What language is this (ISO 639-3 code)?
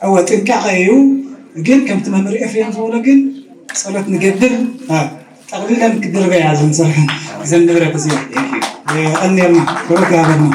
tir